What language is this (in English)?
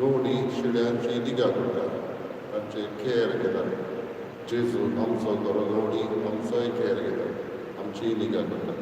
Konkani